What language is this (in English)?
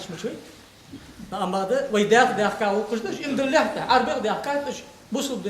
Ingush